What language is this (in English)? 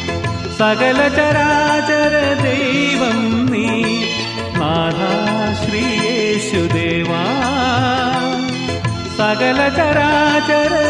Malayalam